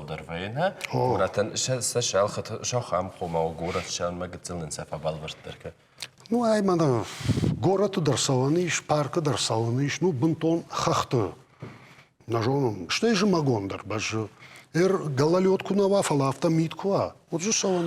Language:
Ossetic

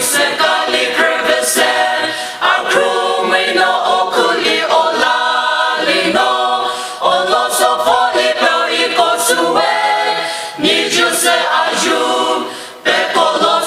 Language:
Poumei Naga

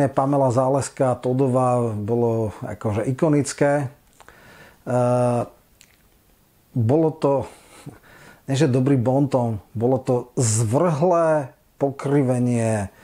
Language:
Slovak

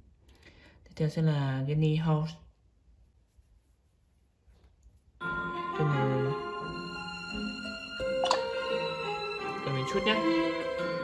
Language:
Vietnamese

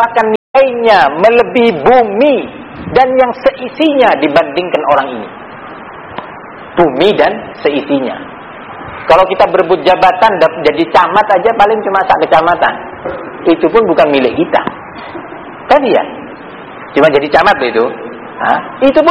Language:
Indonesian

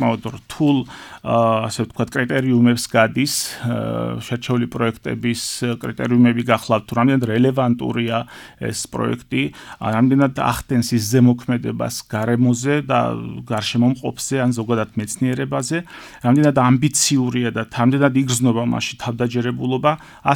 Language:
Georgian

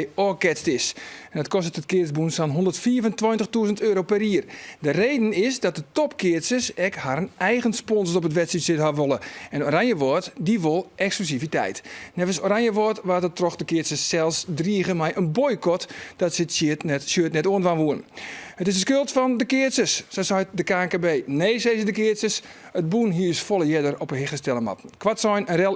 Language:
Western Frisian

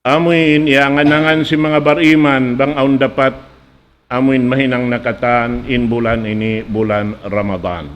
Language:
Tausug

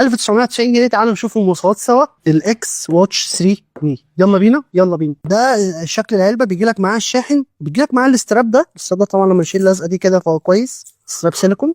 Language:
Egyptian Arabic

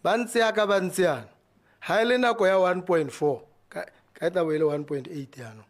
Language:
Tswana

